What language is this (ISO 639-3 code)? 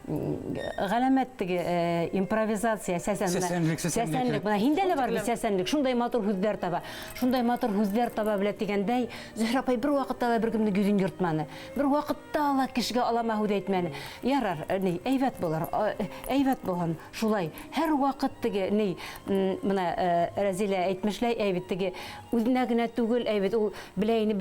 bak